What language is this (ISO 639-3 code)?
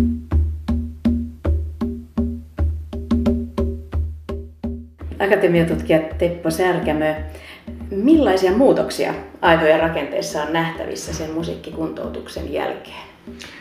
fin